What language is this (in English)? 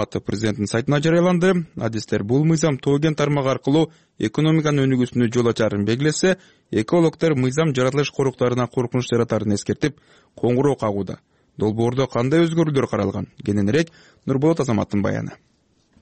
Kyrgyz